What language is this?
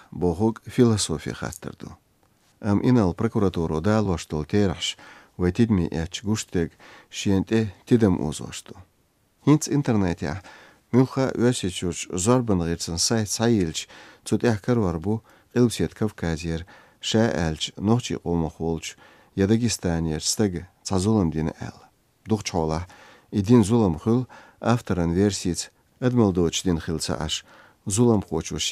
Chechen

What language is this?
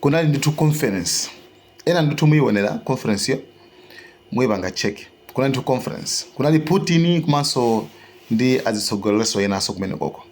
Nyanja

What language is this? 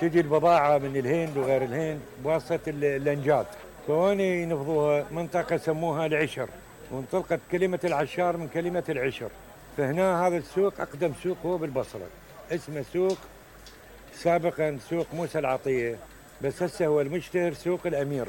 Mesopotamian Arabic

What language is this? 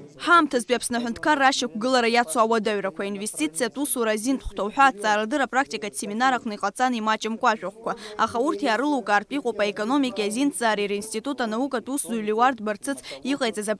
Abkhazian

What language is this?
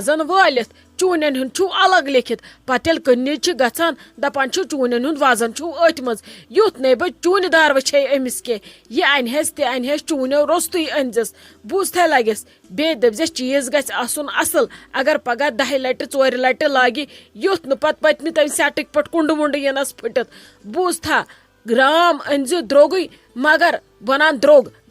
Kashmiri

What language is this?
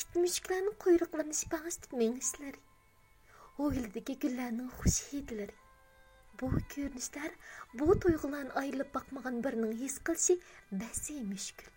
Uyghur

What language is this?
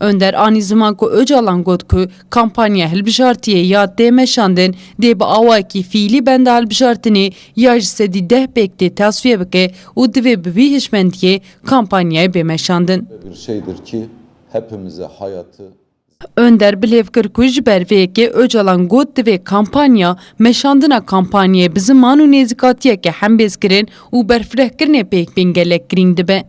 Kurdish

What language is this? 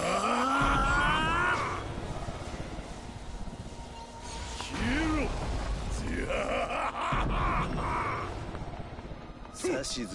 Japanese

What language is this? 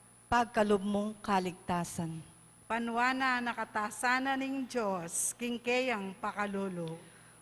Pampanga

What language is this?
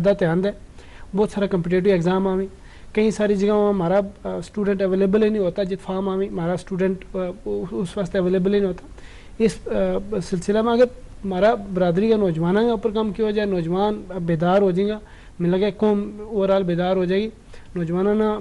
Gujari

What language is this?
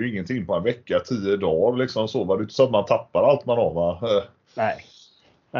Swedish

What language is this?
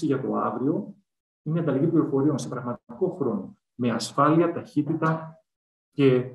Greek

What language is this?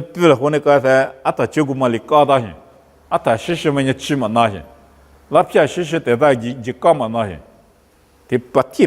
Lisu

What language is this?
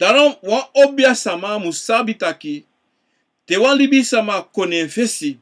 Sranan Tongo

